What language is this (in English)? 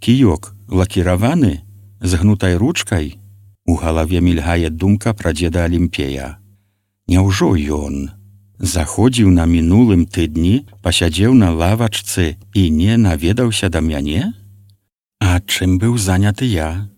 Belarusian